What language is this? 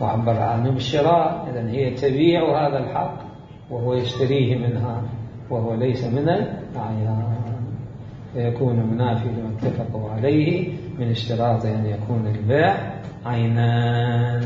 Mesopotamian Arabic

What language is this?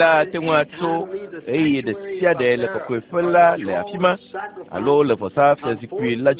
Ewe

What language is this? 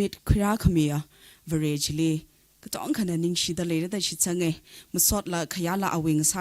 Tangkhul Naga (India)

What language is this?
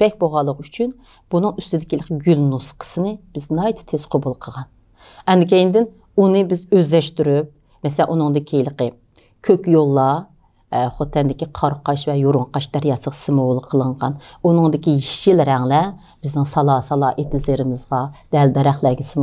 Uyghur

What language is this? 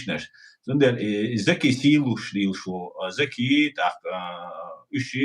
Chechen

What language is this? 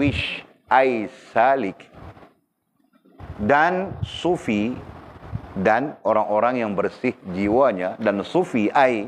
Malay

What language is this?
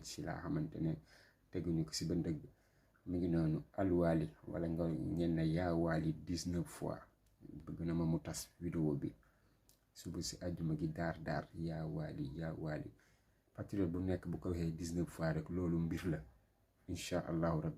Wolof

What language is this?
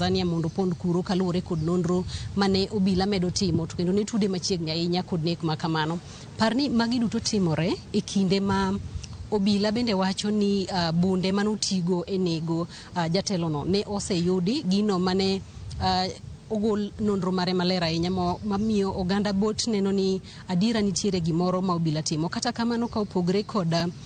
Luo (Kenya and Tanzania)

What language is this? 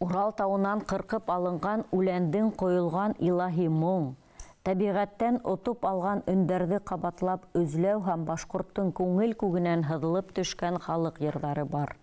Bashkir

